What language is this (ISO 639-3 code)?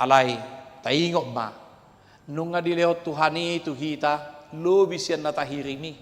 bbc